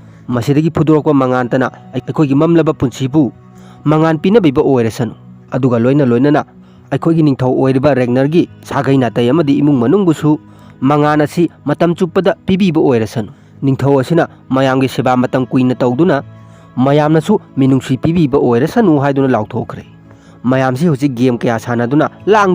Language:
Manipuri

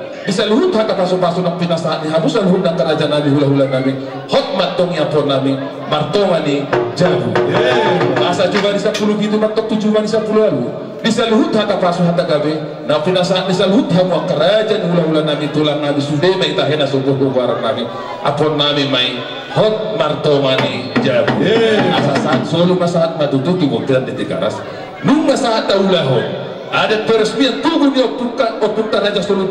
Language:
Batak Toba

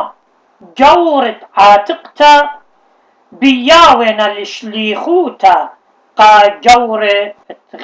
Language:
Assyrian Neo-Aramaic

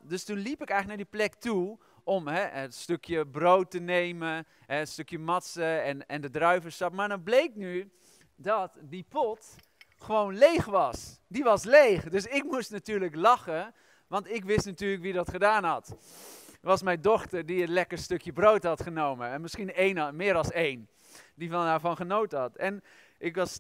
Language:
Dutch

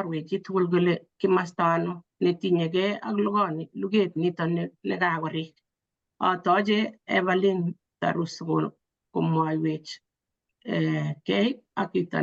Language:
Kalenjin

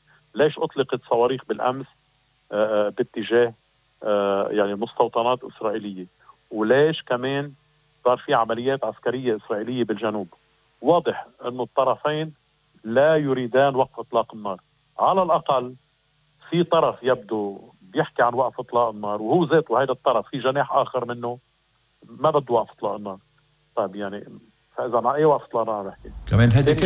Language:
North Levantine Arabic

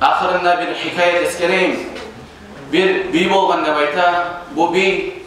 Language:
Kumyk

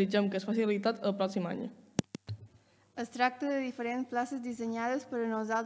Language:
Catalan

